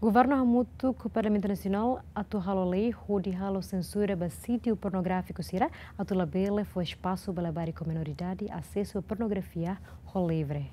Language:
Tetum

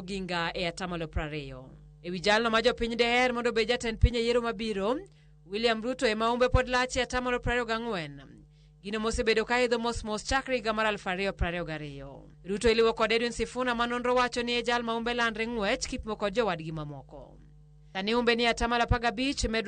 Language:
Luo (Kenya and Tanzania)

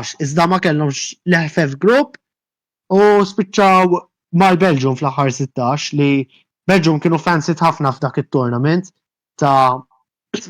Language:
Maltese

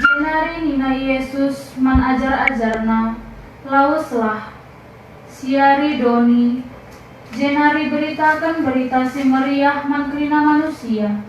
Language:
Batak Karo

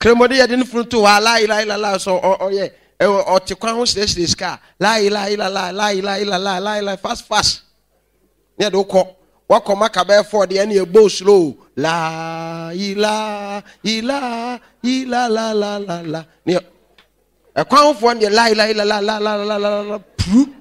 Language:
Akan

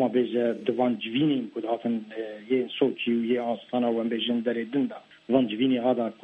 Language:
Kurdish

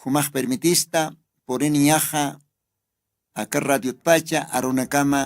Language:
Aymara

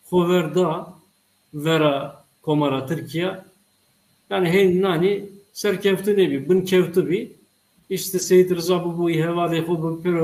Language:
Zaza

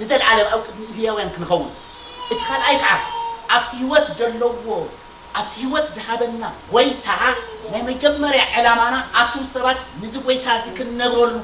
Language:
Tigrinya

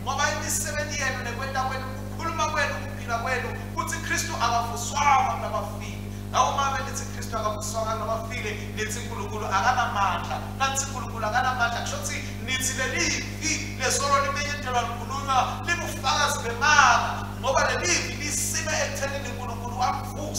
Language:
Swati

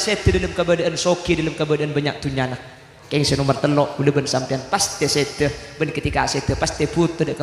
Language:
Madurese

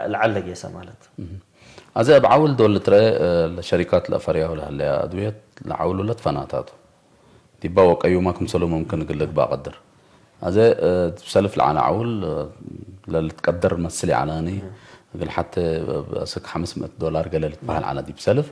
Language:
Tigre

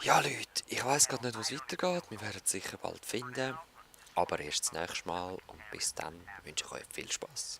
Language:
Swiss German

